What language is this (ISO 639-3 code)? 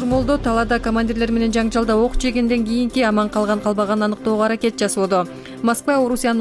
kir